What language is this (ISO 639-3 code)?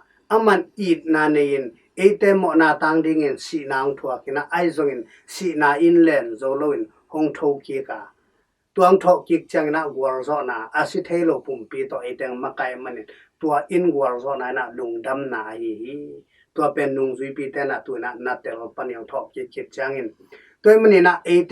ctd